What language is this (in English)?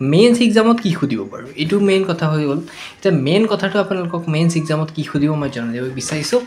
Assamese